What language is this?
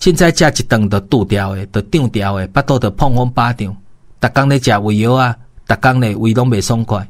Min Nan Chinese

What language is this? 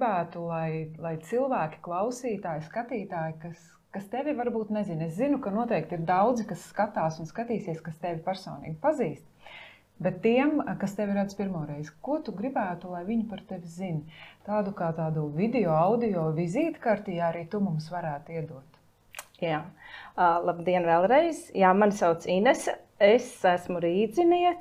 Latvian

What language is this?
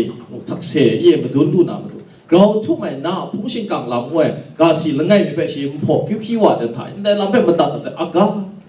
Kachin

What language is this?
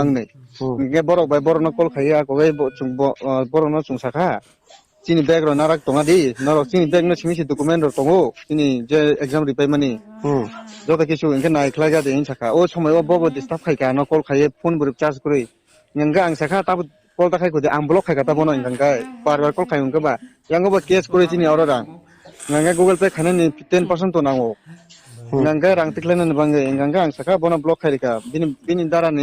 Riang (India)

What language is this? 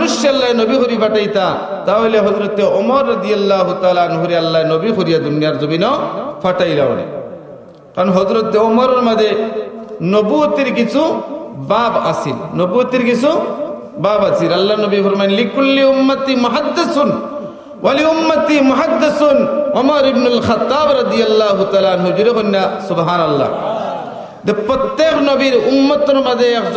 Sylheti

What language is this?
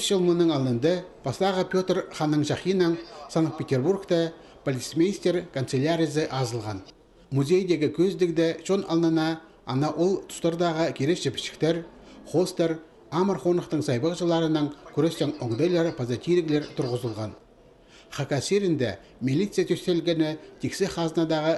Khakas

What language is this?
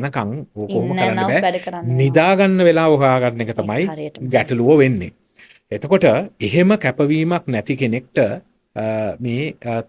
Sinhala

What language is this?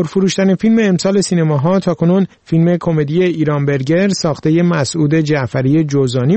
Persian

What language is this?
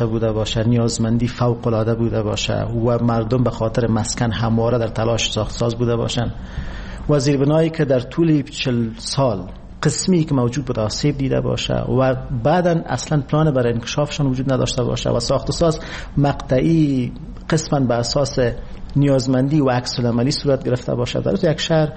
Persian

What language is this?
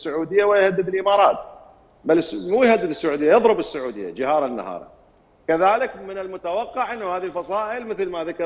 Mesopotamian Arabic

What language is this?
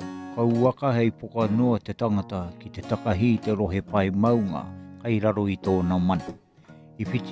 Māori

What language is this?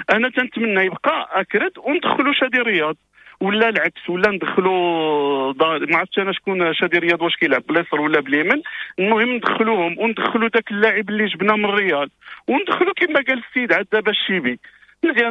Moroccan Arabic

